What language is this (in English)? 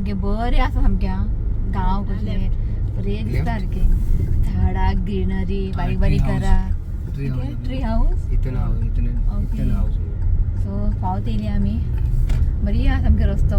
Konkani